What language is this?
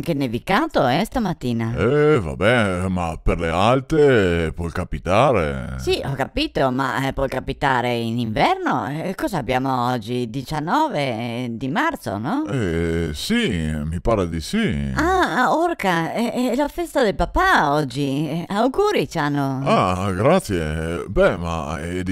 Venetian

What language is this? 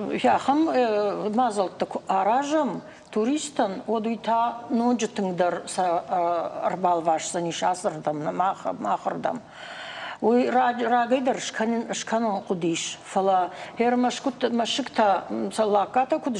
Ossetic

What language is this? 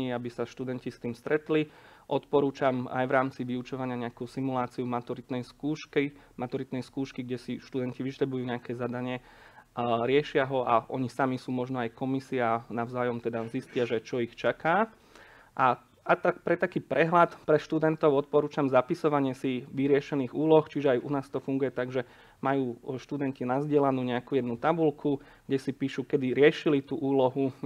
Slovak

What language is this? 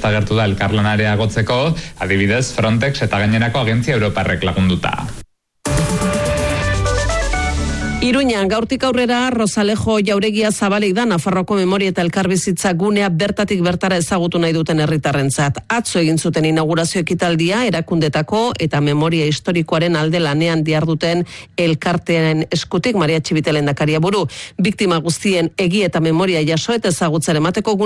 Basque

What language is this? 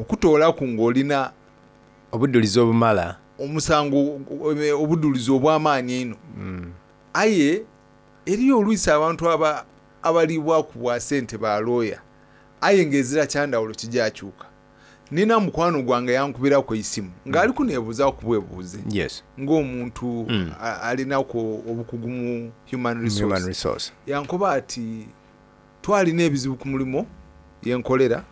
Soga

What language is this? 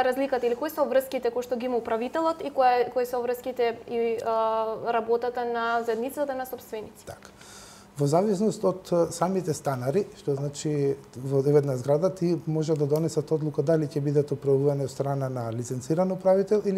Macedonian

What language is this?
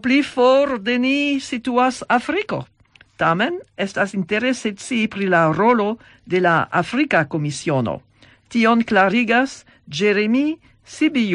Esperanto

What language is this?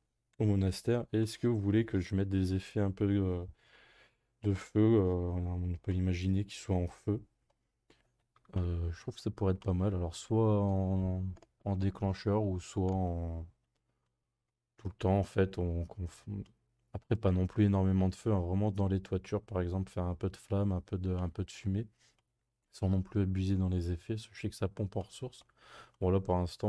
French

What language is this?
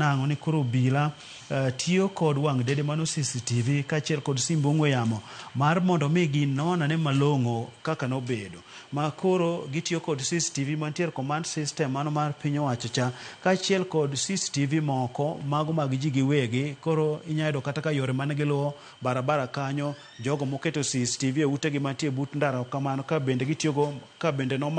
Luo (Kenya and Tanzania)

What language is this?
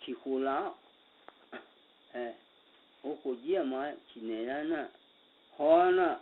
Akha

